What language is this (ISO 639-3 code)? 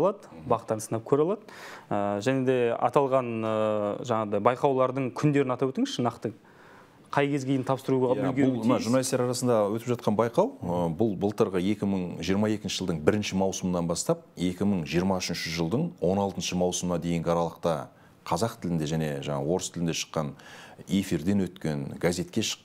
kaz